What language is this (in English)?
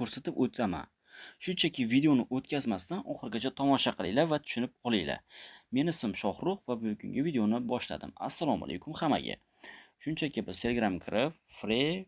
Uzbek